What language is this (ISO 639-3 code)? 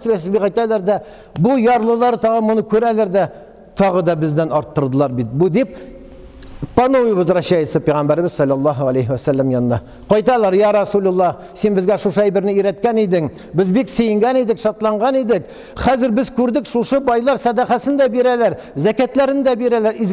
tat